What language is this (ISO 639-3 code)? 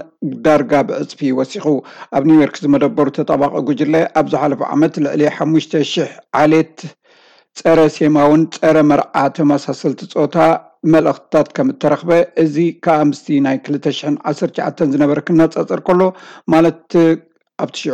tir